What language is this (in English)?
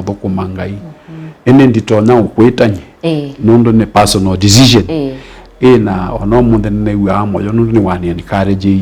Kamba